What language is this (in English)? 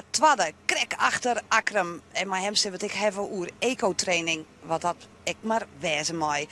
Western Frisian